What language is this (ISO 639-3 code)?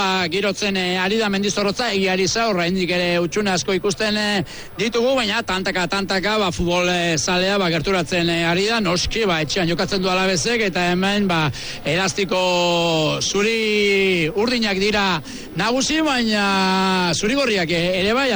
eus